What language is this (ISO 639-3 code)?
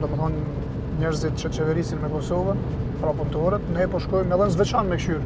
sqi